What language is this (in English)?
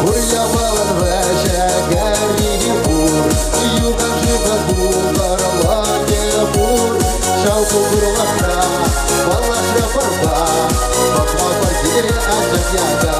Chuvash